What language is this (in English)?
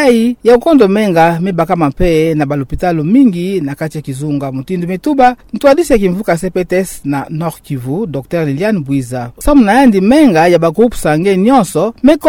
Kituba (Democratic Republic of Congo)